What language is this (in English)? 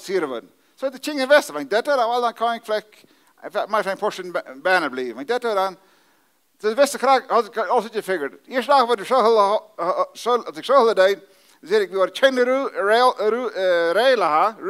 Plautdietsch